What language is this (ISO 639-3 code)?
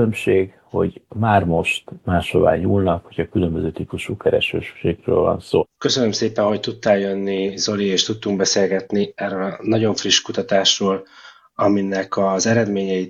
hun